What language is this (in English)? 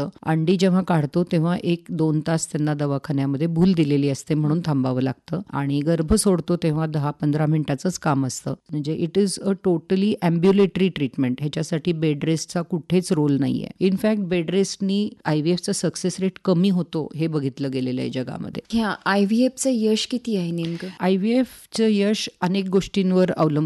Marathi